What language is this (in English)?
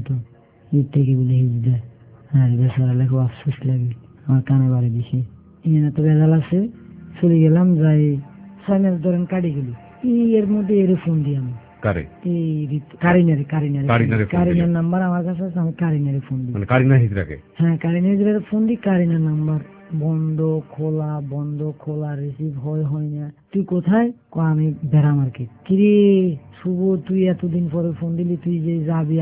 Bangla